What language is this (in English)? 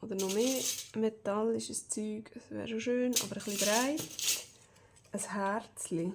Swiss German